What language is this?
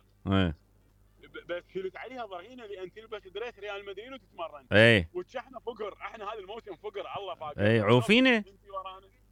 Mesopotamian Arabic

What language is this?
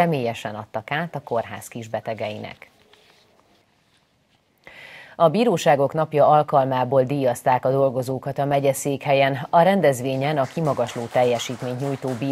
Hungarian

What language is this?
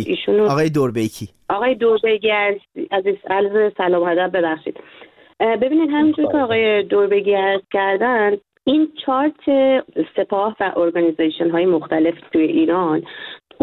Persian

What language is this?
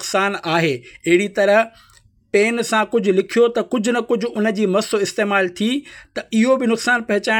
Sindhi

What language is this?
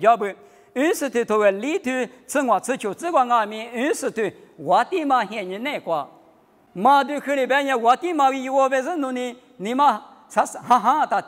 Lisu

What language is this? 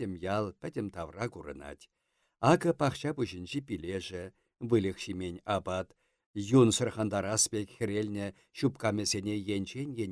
Chuvash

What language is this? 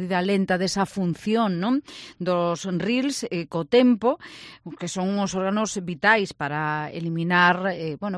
Galician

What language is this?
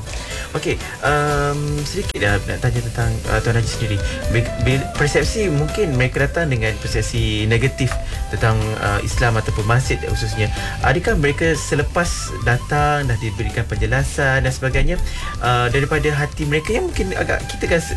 Malay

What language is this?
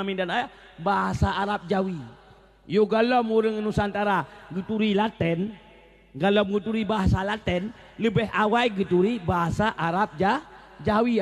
Achinese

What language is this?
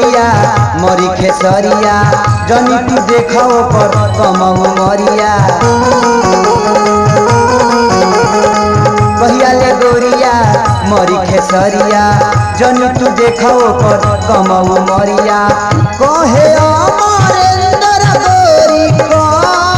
Bhojpuri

